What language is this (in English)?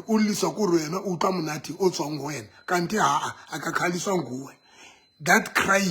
Southern Sotho